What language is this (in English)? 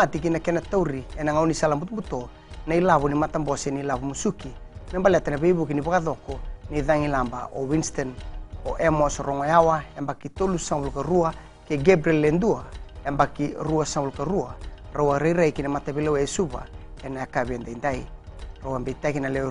Fijian